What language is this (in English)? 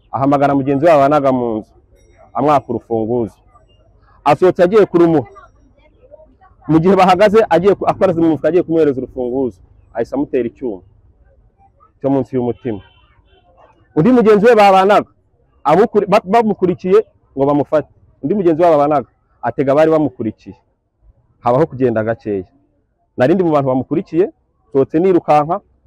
Kinyarwanda